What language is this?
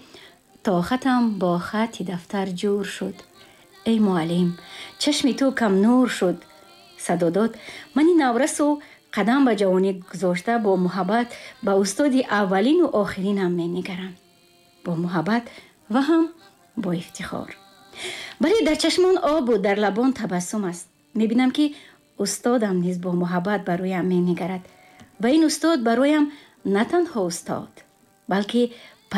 Tajik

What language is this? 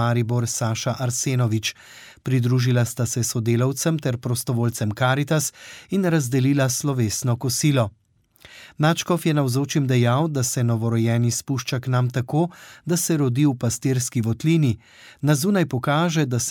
Slovenian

